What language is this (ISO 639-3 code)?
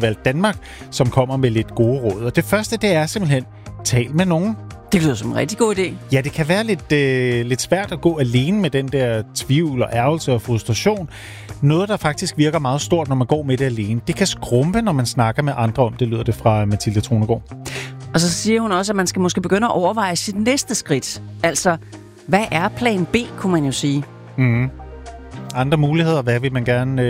dan